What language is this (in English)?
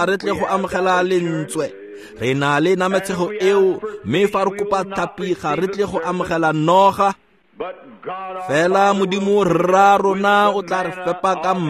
Tswana